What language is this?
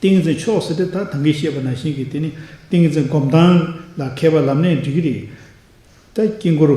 Tibetan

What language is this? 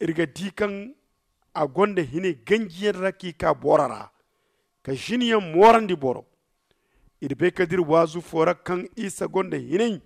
Zarma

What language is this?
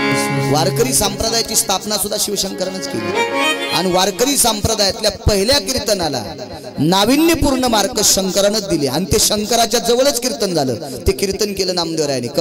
Marathi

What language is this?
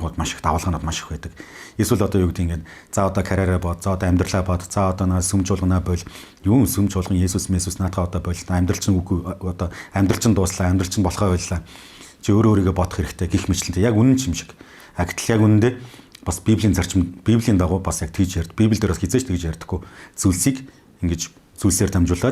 Mongolian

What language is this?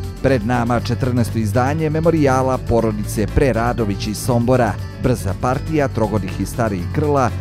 Serbian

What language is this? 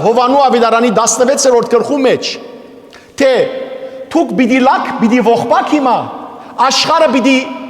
Western Armenian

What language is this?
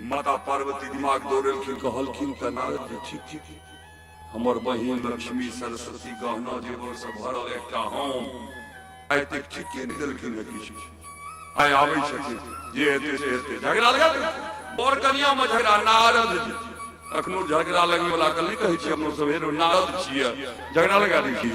Maithili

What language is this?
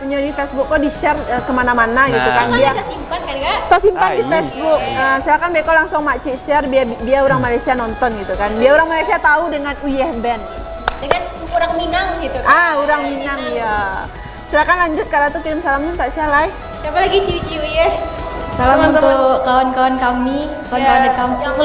Minangkabau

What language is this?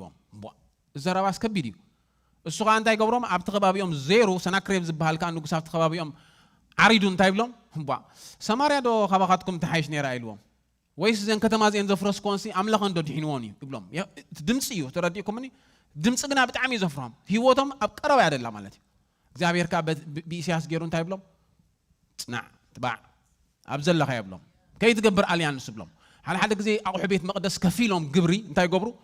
Tigrinya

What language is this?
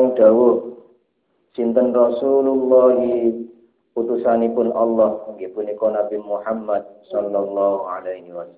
Javanese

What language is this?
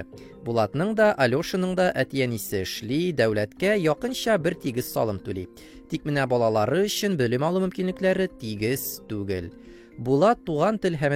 Tatar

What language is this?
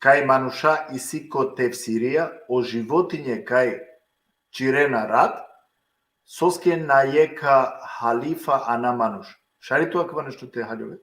Balkan Romani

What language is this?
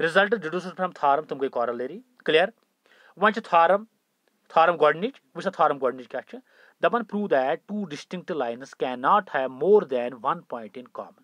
Kashmiri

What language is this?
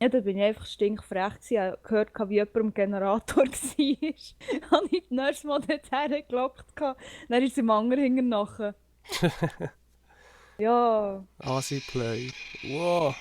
Swiss German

